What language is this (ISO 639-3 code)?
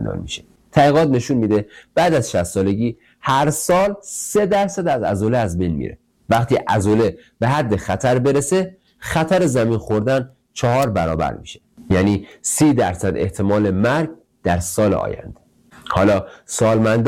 fas